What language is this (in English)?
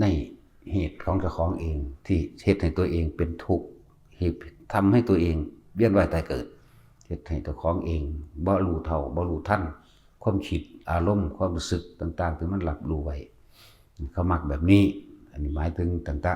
Northeastern Thai